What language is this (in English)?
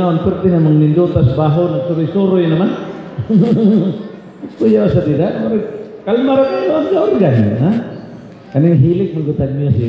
Cebuano